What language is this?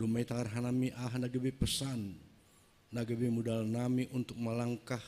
Batak Simalungun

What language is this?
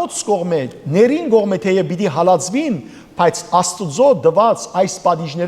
Western Armenian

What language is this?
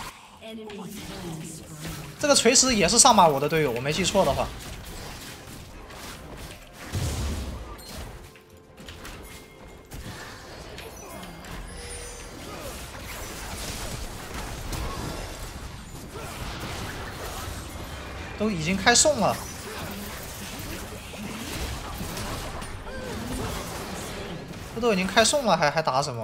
Chinese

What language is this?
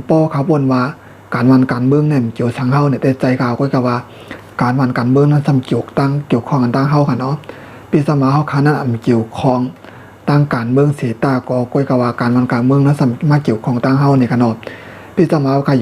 Shan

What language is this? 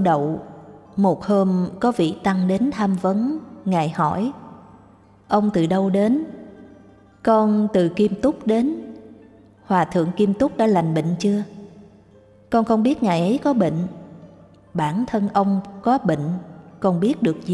Vietnamese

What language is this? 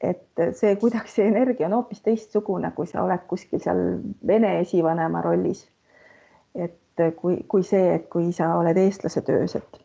Estonian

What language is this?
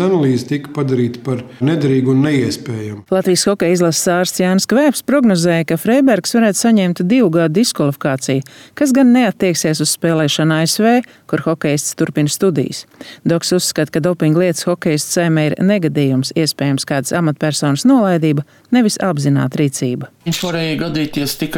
Latvian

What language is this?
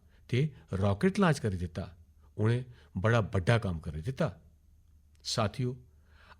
Dogri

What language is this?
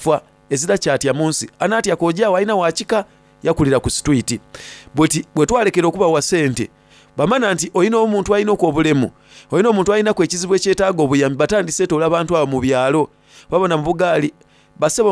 Soga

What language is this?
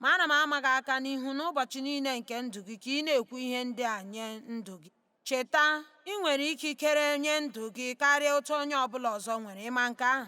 Igbo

